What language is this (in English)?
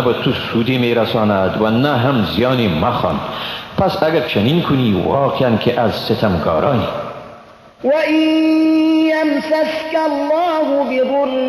Persian